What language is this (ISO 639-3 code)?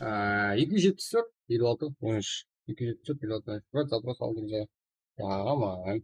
kaa